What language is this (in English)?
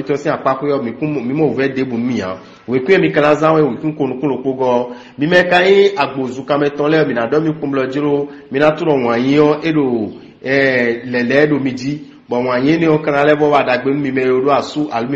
Fon